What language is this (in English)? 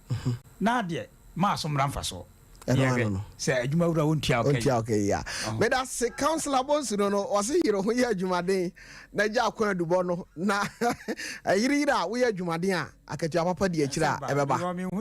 Akan